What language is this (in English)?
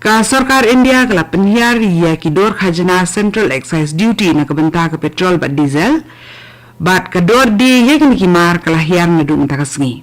Khasi